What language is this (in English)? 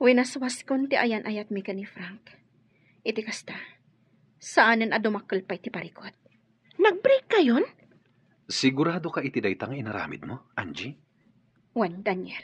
Iloko